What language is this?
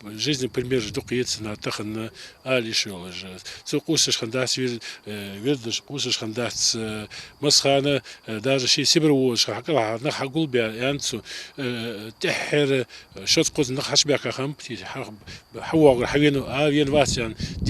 Ingush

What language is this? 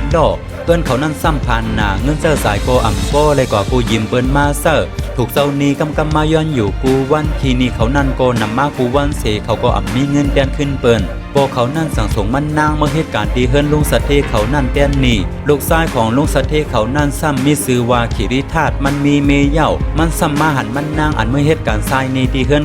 Shan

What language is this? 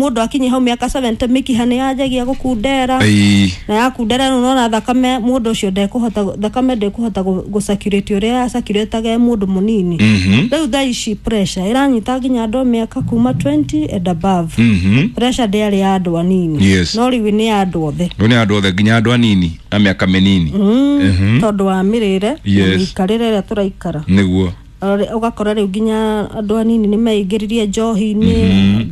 Kikuyu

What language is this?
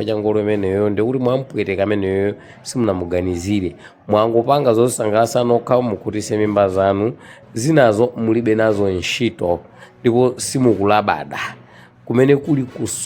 Nyanja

